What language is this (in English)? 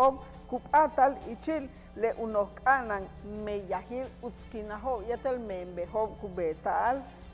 Yucateco